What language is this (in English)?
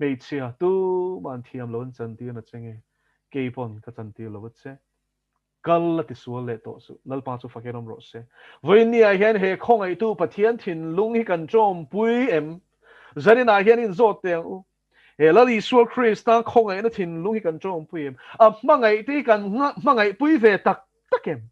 Mizo